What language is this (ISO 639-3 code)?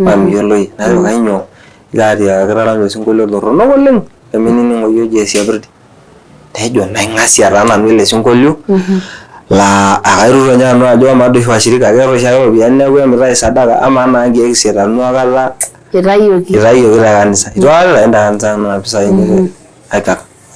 mas